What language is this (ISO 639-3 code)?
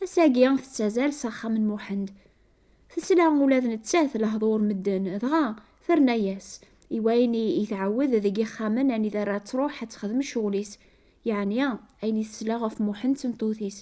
kab